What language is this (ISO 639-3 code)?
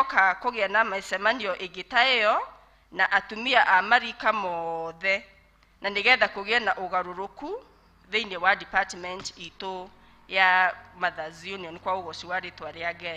kik